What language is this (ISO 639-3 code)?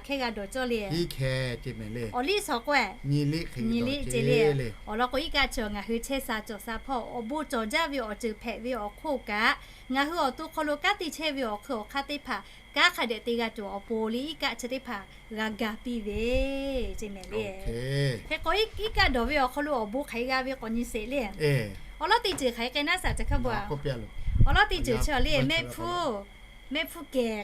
lhu